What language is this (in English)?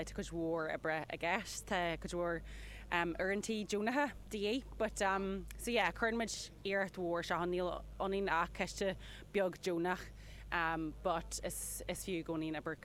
Irish